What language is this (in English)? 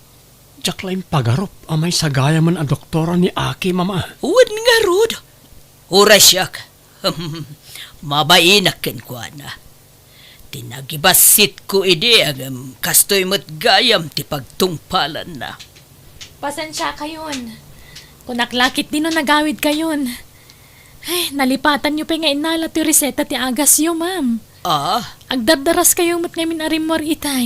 Iloko